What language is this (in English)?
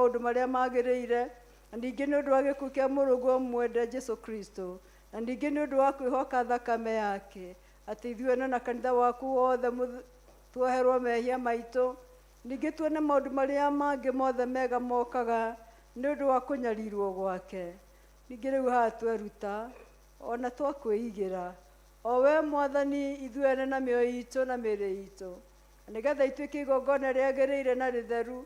Kikuyu